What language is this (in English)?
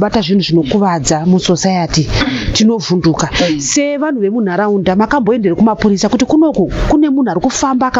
Shona